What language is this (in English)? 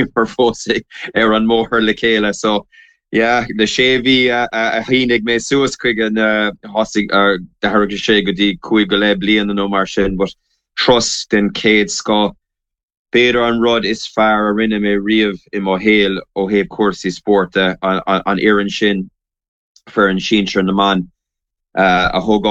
Irish